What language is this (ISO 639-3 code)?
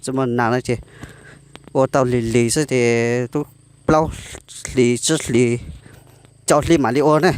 hmn